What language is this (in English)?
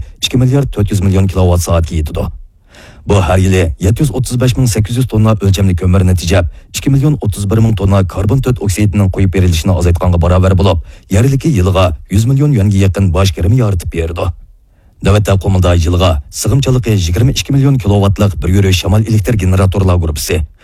Uyghur